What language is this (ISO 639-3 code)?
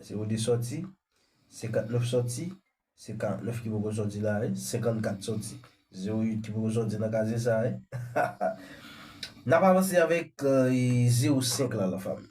hat